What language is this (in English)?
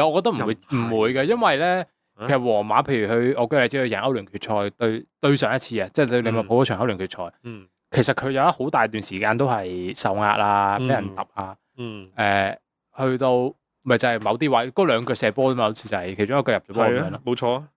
Cantonese